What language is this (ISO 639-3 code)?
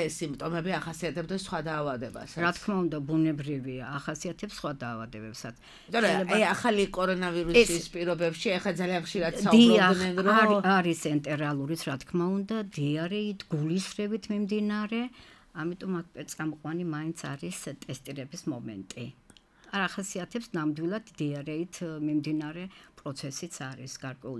kat